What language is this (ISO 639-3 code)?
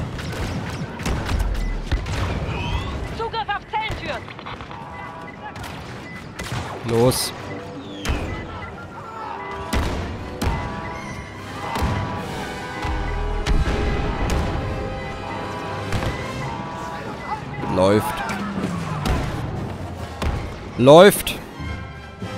deu